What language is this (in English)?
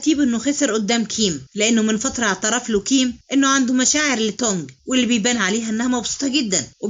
Egyptian Arabic